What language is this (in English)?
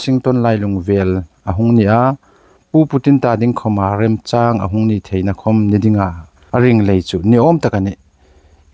Hmar